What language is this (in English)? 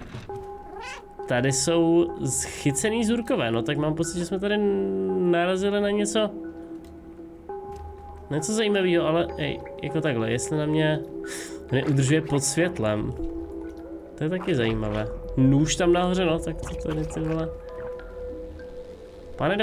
Czech